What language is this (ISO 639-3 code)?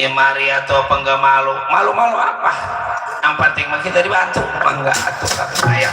bew